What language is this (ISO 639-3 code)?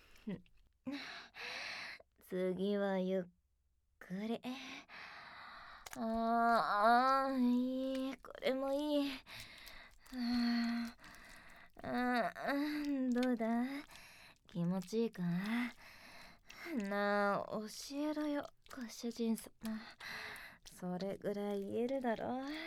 jpn